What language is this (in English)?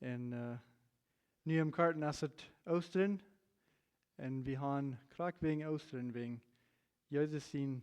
Plautdietsch